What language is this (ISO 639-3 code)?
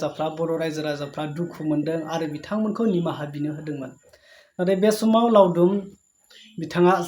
brx